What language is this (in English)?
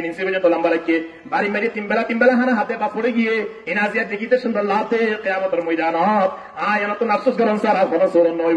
Rohingya